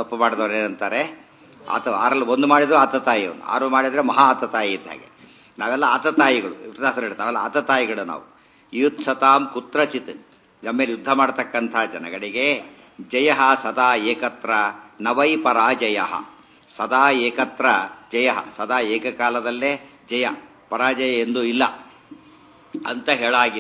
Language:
Kannada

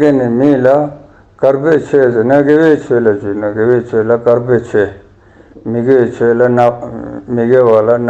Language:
Ladakhi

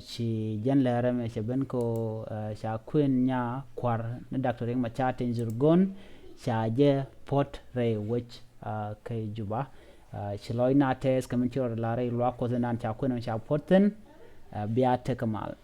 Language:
Nuer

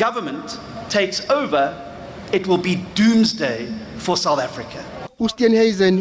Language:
Zulu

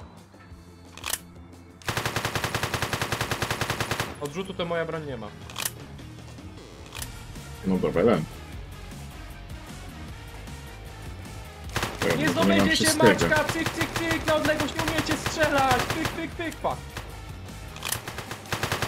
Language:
Polish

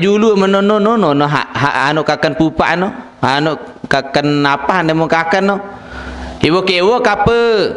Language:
Sasak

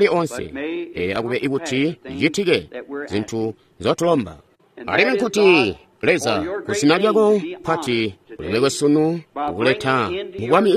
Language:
Tonga (Zambia)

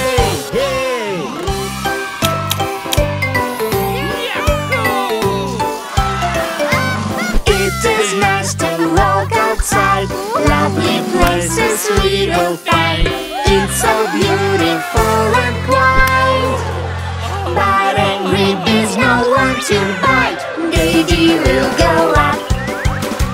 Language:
English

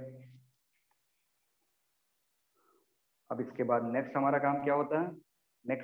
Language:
Hindi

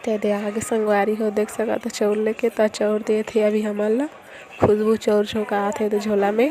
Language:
Chhattisgarhi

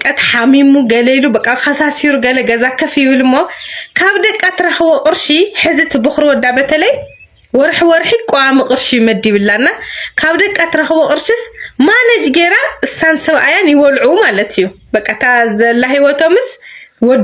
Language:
Tigrinya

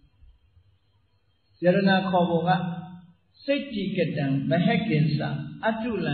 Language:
Burmese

